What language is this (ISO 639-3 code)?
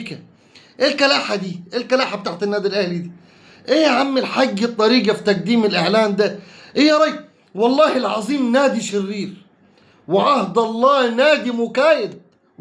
arz